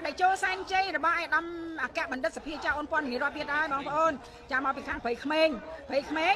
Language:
Khmer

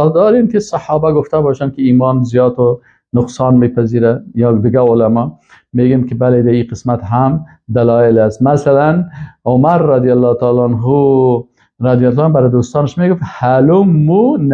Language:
Persian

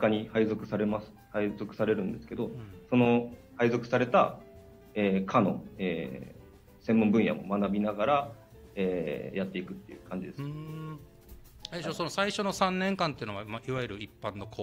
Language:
Japanese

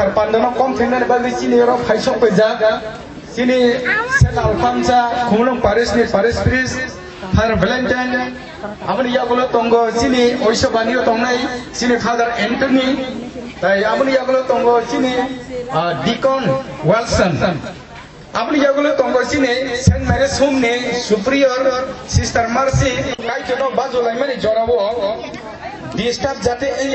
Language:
Kok Borok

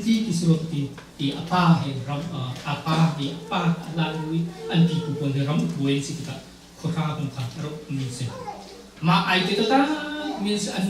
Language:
Hakha Chin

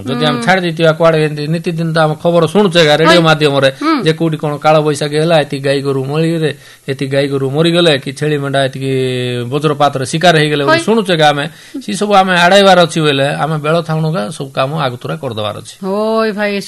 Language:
Odia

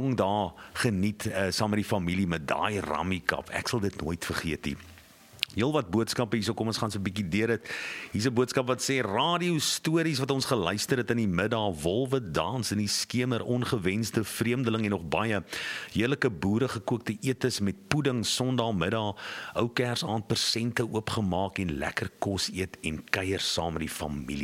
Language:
Afrikaans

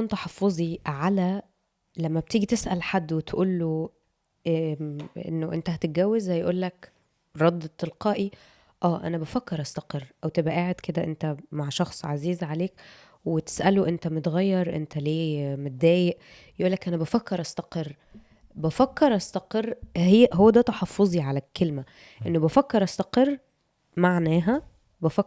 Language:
Egyptian Arabic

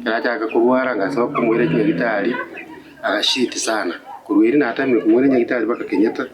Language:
Gusii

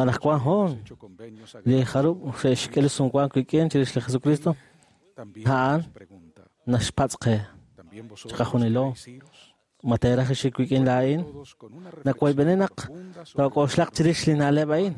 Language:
Kekchí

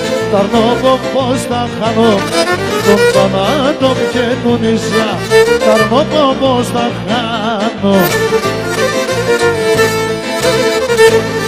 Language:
Pontic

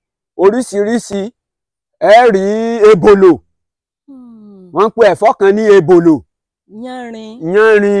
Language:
Yoruba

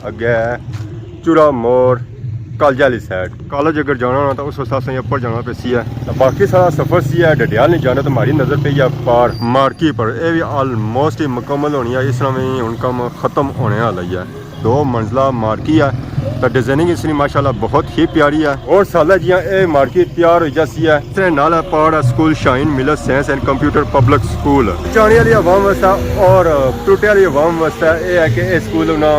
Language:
Pahari-Potwari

